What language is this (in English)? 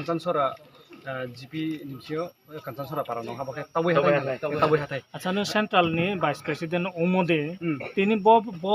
Riang (India)